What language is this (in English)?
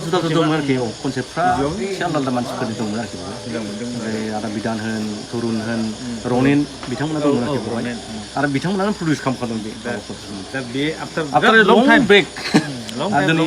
Bodo